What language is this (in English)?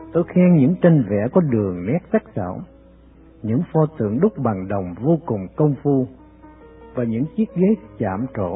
Vietnamese